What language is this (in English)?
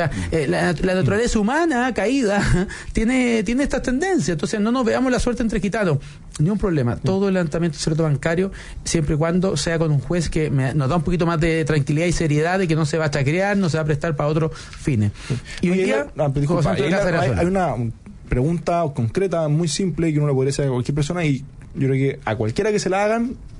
Spanish